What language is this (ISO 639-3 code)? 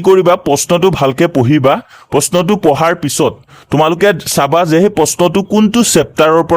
asm